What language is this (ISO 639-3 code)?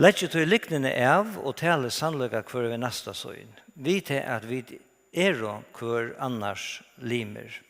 fao